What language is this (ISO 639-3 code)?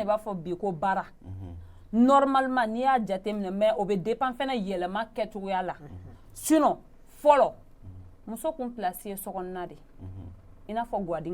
bam